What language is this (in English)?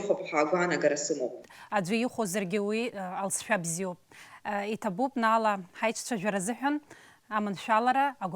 Abkhazian